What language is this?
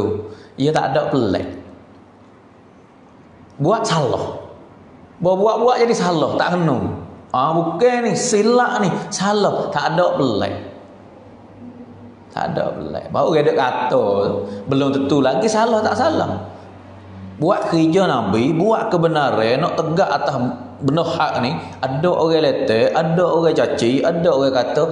Pattani Malay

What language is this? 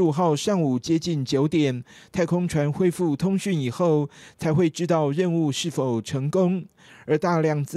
Chinese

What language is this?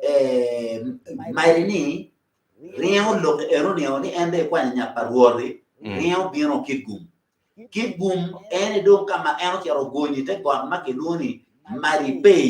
Acoli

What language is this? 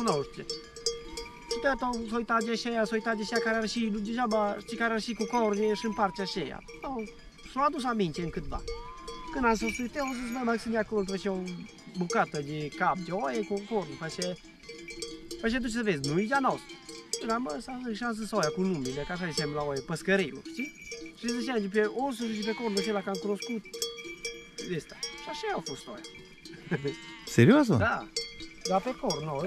Romanian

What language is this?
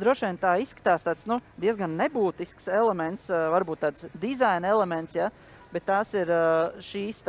Latvian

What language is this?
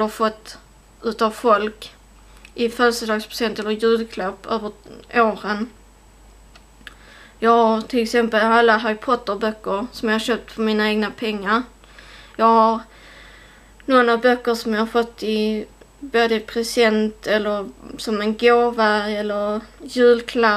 Swedish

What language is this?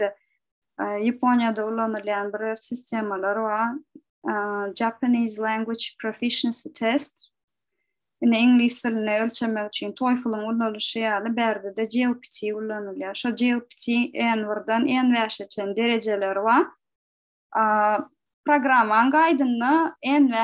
Turkmen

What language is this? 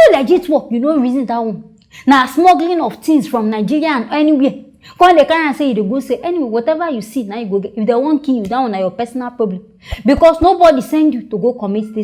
Nigerian Pidgin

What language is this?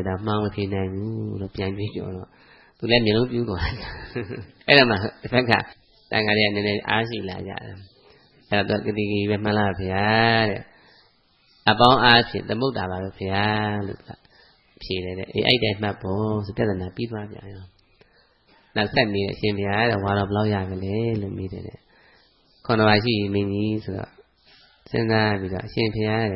Burmese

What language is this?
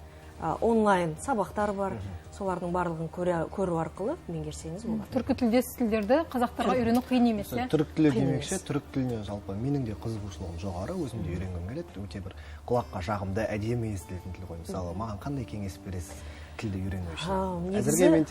Kazakh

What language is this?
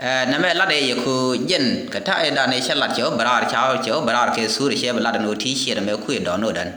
Nuer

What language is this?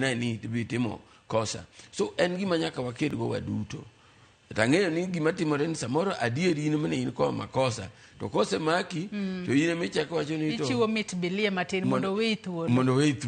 Luo (Kenya and Tanzania)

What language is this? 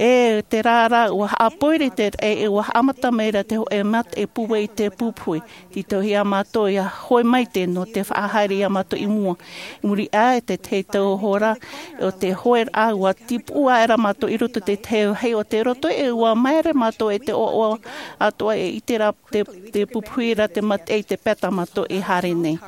Tahitian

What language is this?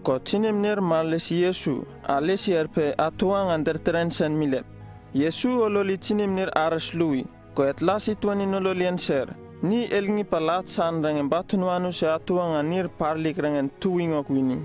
Uripiv-Wala-Rano-Atchin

